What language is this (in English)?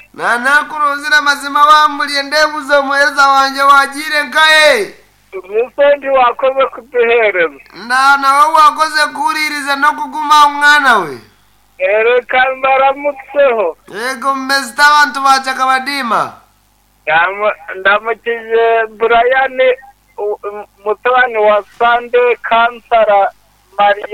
Nyoro